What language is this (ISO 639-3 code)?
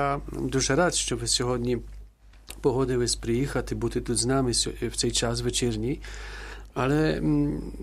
ukr